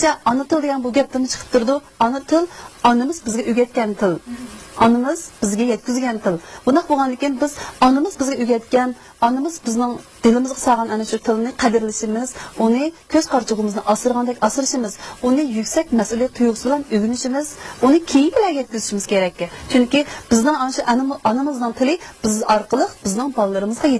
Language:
Uyghur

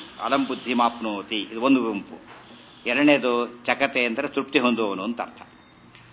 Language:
Kannada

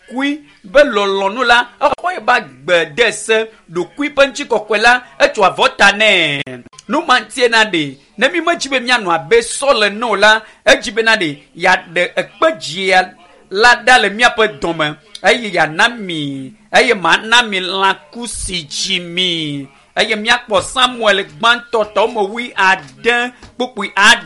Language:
Ewe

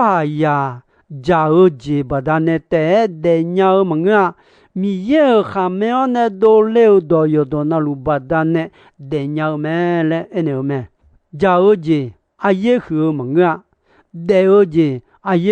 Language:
Akha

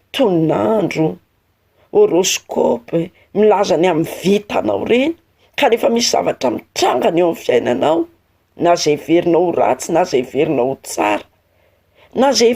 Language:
Malagasy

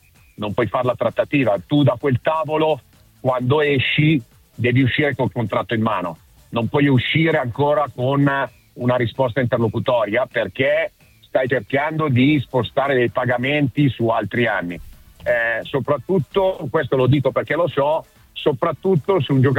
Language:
Italian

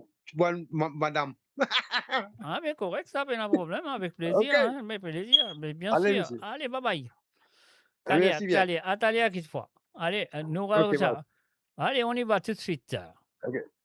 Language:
Morisyen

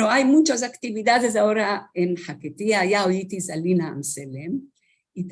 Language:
Ladino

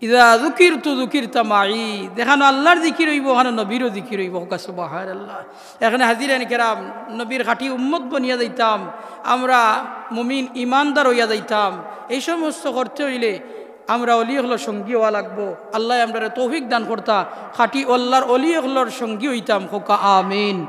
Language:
Sylheti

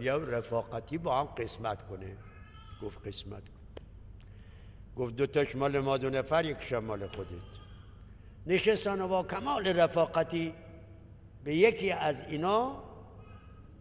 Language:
Persian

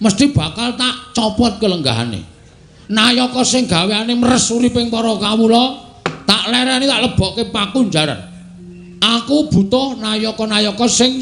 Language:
Javanese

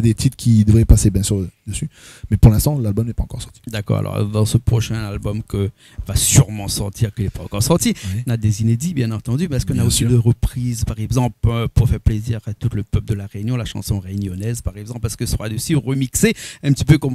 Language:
Réunion Creole French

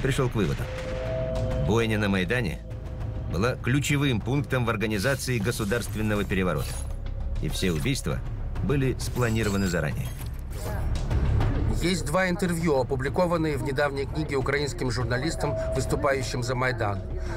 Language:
Russian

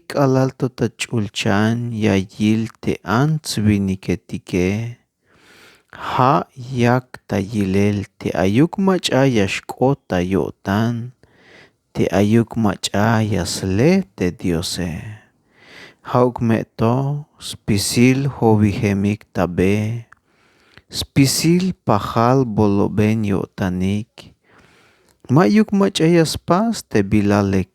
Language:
Tzeltal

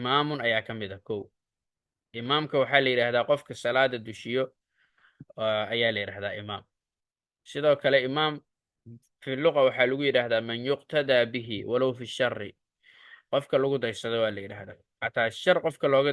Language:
Somali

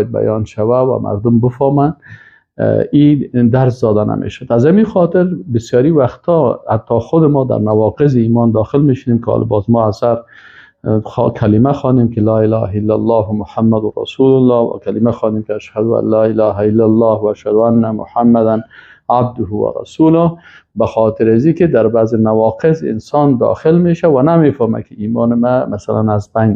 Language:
Persian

